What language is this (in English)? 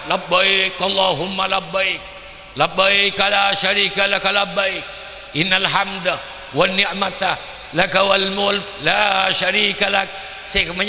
Madurese